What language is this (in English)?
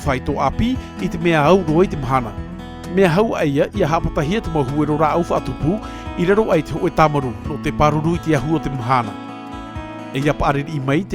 Tahitian